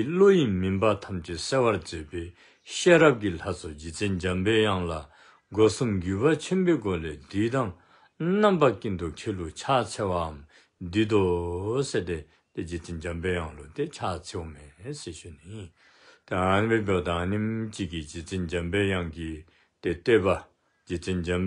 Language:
Dzongkha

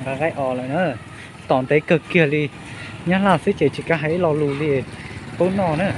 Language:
Hmong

